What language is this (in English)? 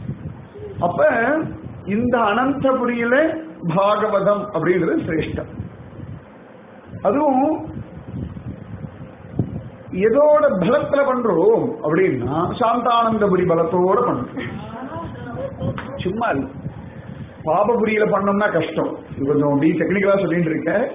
Tamil